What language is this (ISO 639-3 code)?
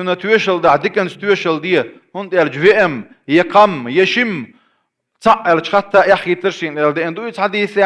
che